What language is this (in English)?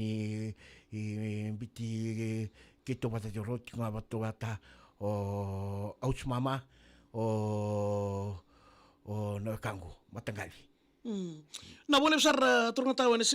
Fijian